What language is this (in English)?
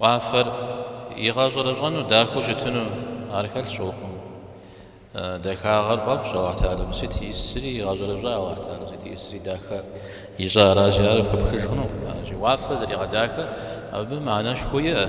Kabardian